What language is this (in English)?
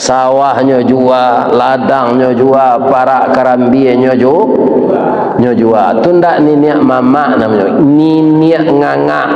Minangkabau